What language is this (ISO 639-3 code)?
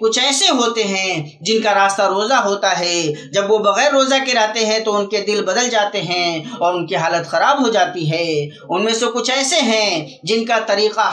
urd